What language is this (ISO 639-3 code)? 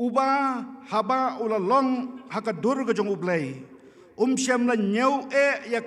kha